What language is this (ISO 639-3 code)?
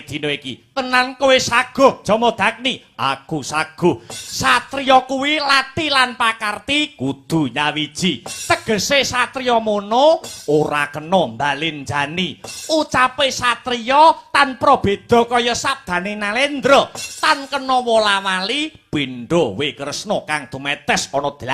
jav